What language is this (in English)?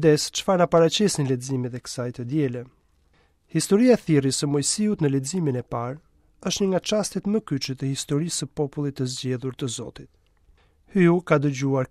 Albanian